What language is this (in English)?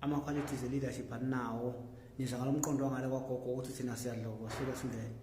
Zulu